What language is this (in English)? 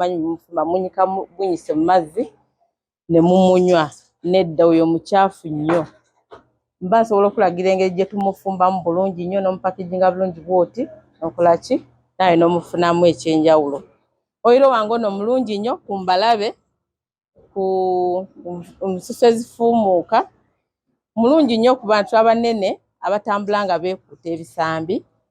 Ganda